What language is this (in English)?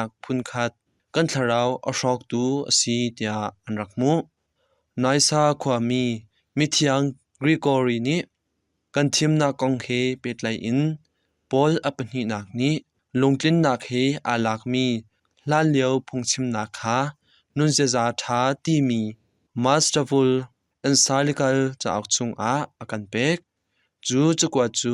Hakha Chin